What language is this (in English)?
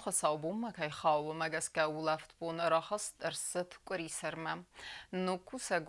Ossetic